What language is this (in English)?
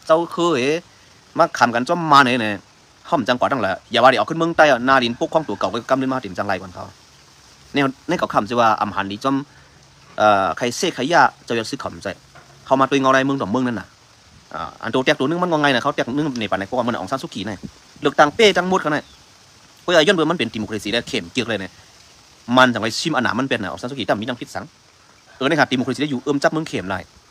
Shan